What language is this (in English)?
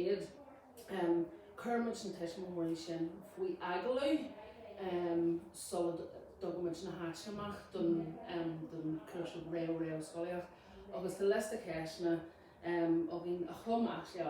Irish